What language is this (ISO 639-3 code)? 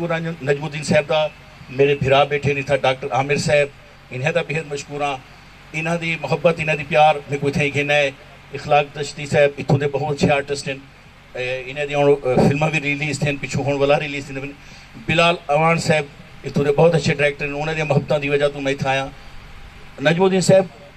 skr